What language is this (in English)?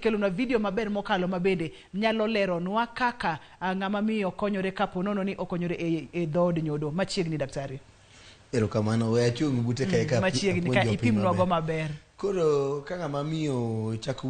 Luo (Kenya and Tanzania)